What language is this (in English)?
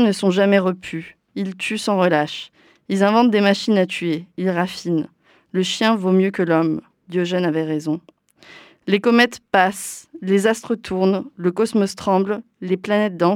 French